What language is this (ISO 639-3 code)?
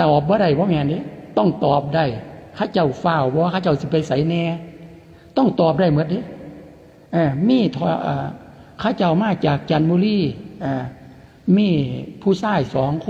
lao